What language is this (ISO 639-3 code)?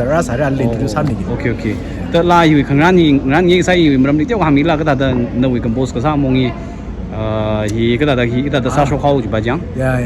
nmf